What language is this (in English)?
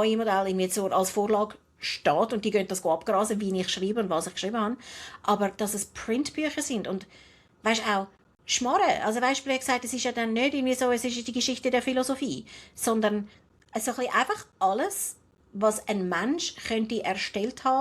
Swiss German